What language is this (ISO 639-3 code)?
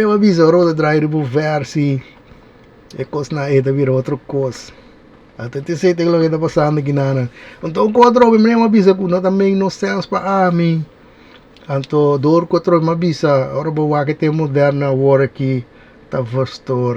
pap